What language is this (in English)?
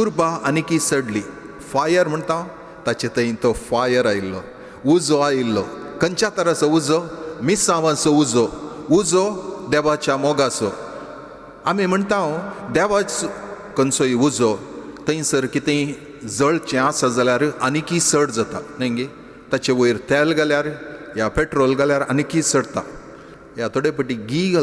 Konkani